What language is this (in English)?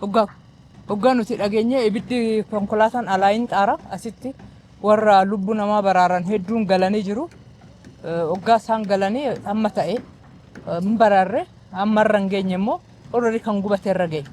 Oromo